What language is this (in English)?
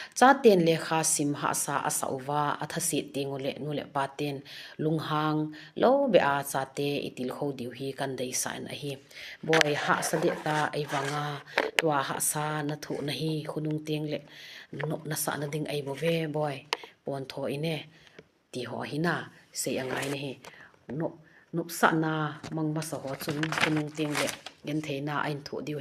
Thado Chin